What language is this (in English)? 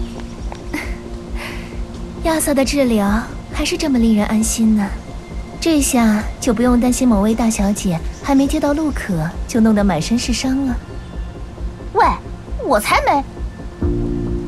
Chinese